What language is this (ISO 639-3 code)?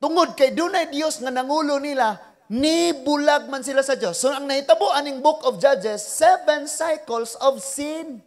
ceb